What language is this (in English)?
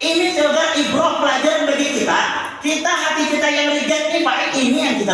Banjar